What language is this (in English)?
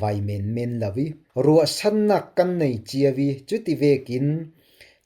Falam Chin